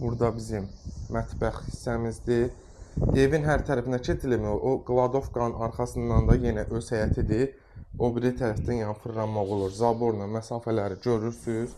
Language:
Azerbaijani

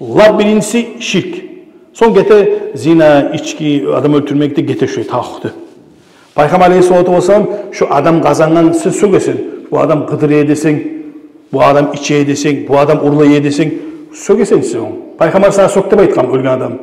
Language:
Kumyk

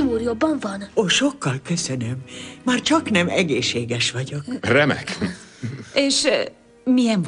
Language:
Hungarian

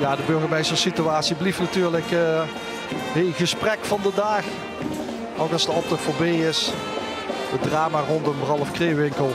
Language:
Limburgish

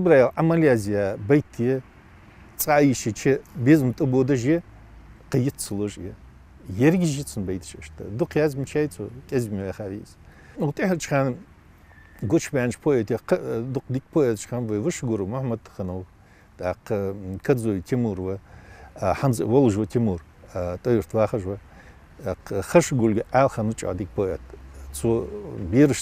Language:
Ingush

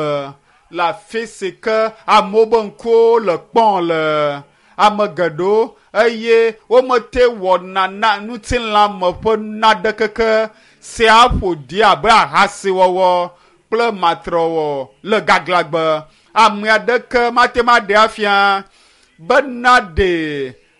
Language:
Ewe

